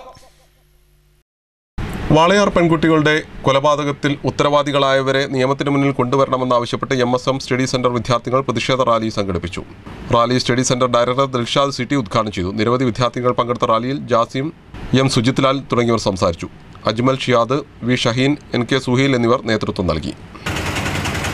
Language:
Malayalam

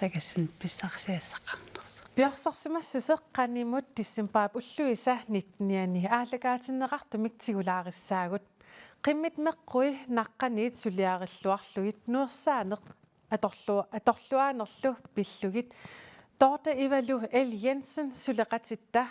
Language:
Kalaallisut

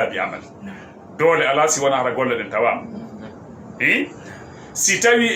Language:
Fula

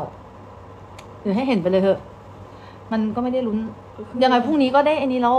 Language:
Thai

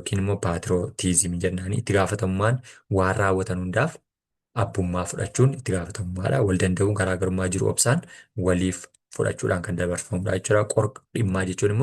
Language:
Oromo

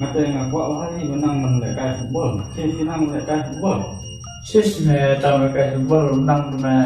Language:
Khasi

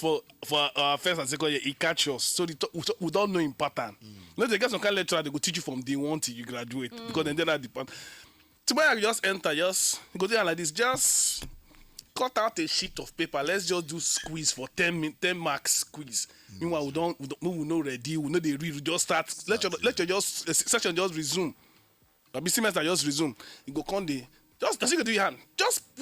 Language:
Nigerian Pidgin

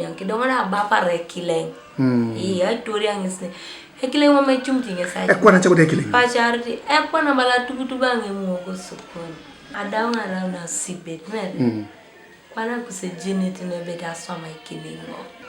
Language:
Teso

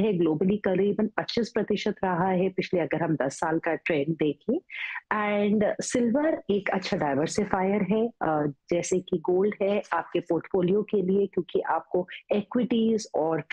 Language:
Hindi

